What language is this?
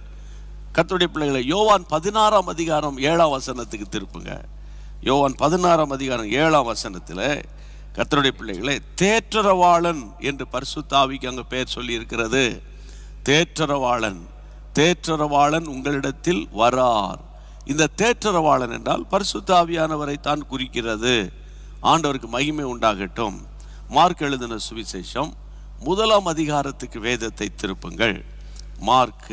Tamil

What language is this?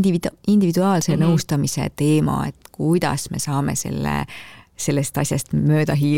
Estonian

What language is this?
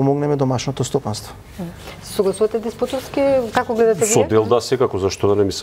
Macedonian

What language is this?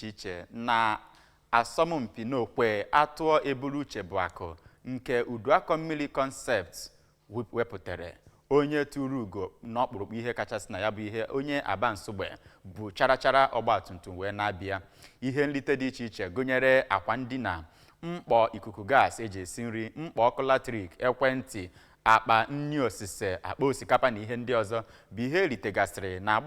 Igbo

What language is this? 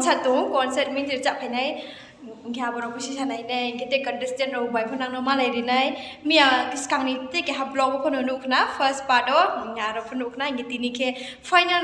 Riang (India)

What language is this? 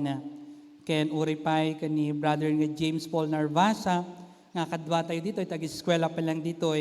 Iloko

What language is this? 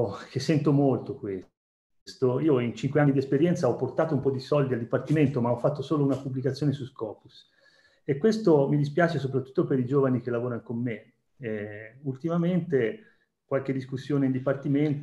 Italian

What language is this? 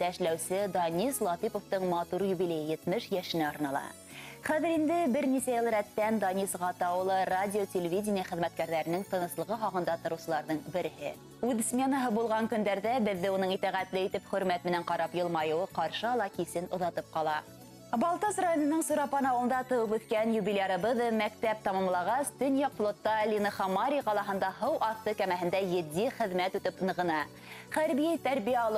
Bashkir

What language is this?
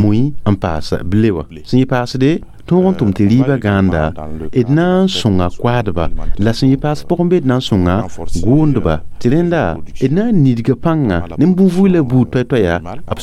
Mossi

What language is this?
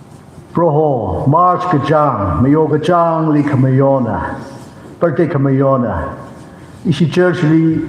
Tangkhul Naga (India)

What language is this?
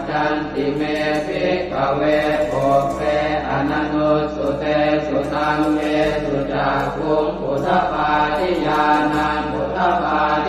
Pali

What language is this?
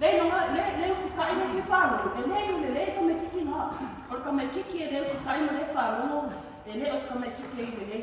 Samoan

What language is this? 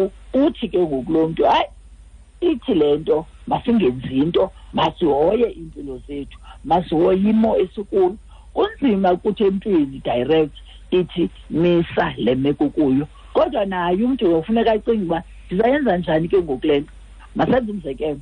Xhosa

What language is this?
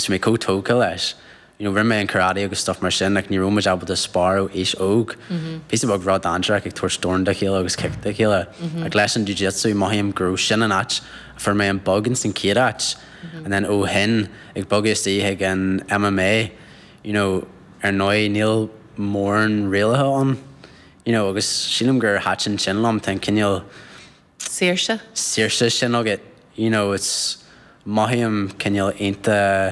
Irish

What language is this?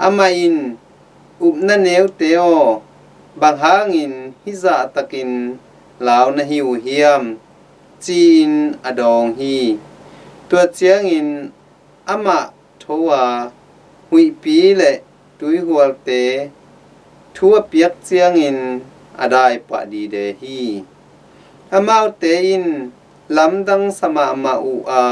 Tedim Chin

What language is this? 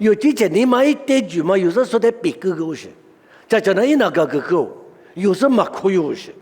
Lisu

